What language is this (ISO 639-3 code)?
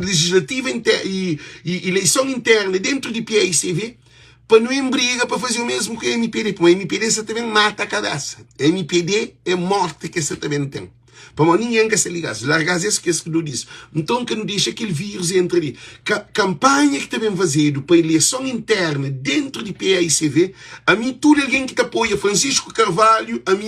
kea